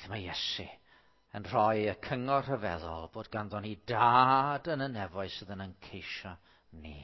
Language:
Welsh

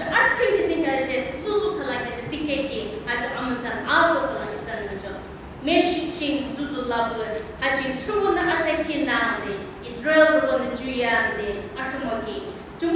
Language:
Yimchungru Naga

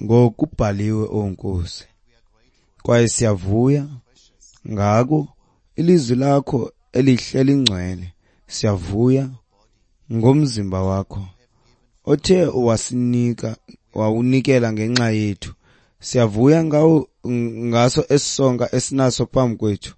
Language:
Xhosa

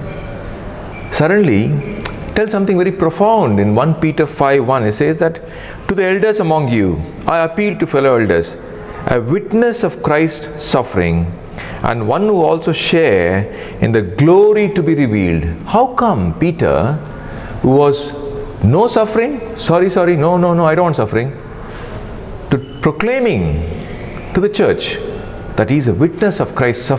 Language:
English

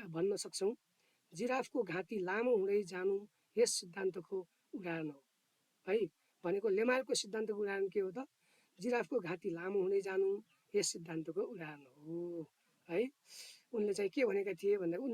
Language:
Nepali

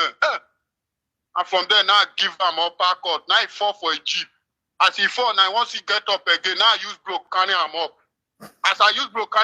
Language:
Nigerian Pidgin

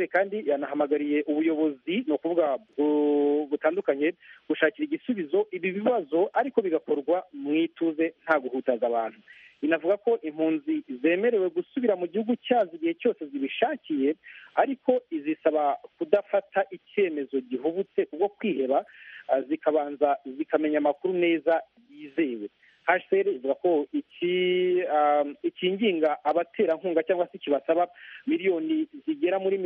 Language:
Kinyarwanda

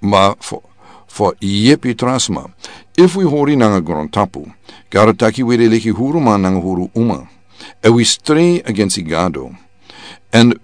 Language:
Sranan Tongo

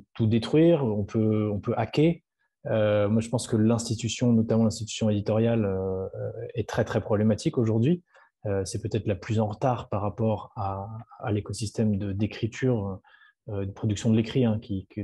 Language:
French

